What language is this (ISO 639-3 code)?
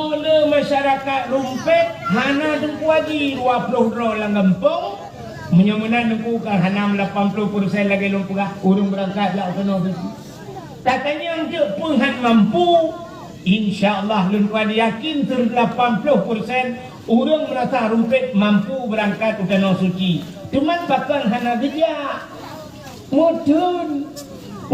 ace